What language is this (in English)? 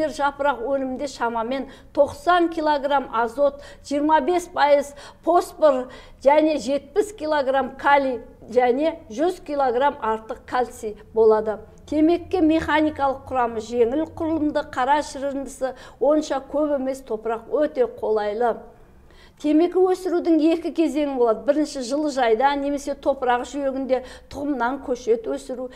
Kazakh